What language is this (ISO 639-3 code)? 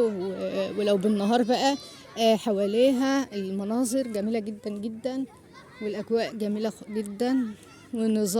arz